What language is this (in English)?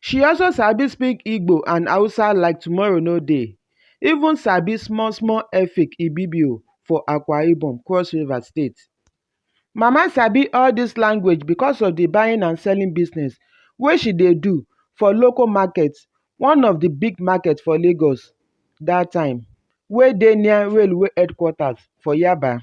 Nigerian Pidgin